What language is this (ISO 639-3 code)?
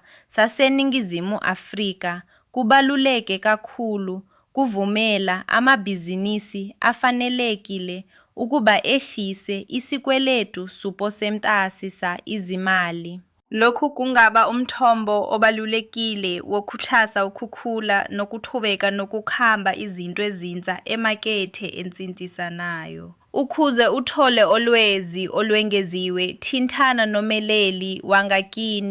zul